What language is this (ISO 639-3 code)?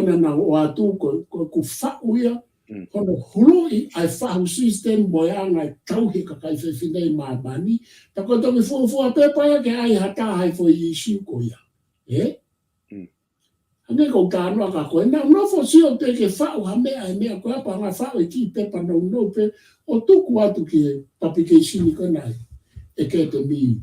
ton